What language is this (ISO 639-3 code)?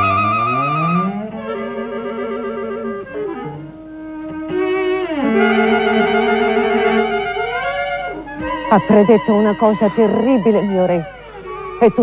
ita